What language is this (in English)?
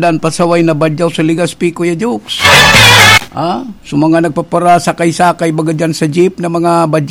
Bikol